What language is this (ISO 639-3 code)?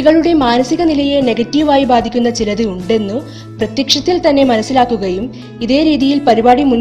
mal